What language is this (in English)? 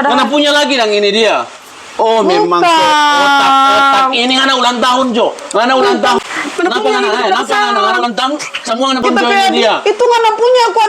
Manado Malay